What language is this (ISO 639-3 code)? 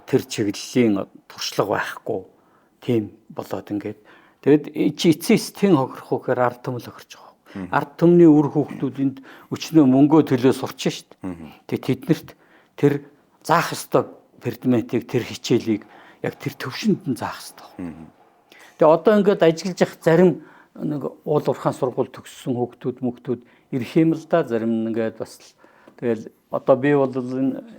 mon